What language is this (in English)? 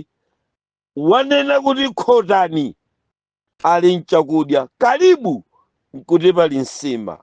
Nyanja